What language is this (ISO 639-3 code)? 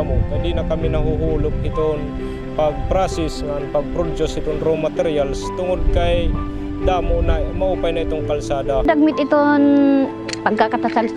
war